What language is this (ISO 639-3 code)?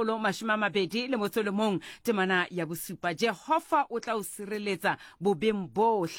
sot